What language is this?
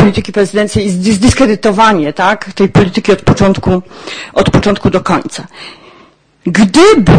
Polish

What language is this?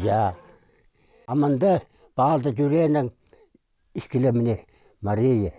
Khakas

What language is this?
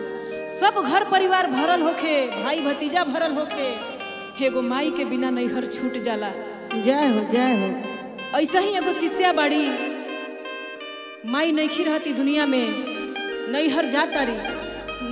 Bhojpuri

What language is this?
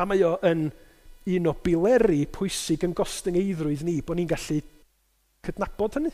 Welsh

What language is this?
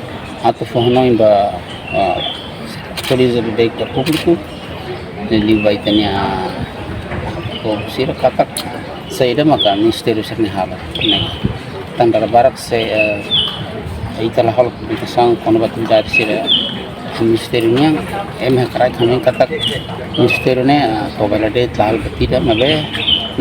Tetum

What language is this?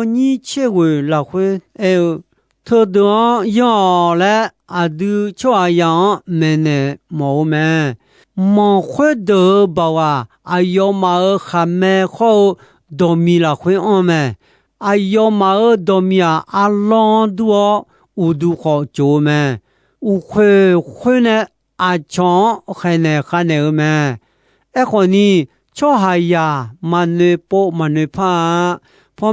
Akha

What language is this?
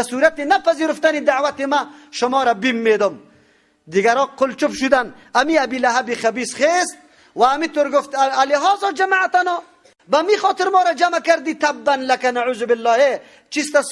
Persian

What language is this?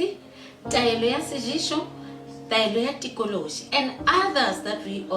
Northern Sotho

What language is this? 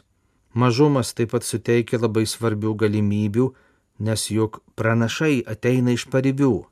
Lithuanian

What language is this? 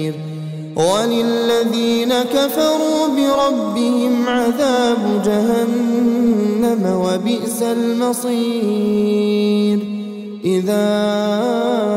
Arabic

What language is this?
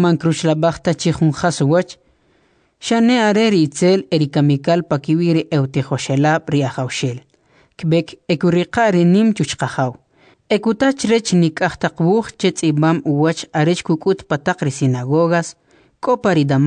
Kʼicheʼ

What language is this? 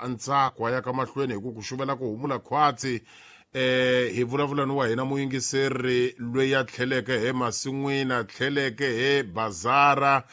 Tsonga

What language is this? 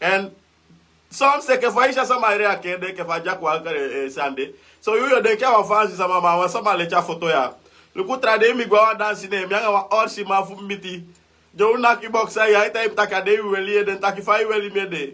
Sranan Tongo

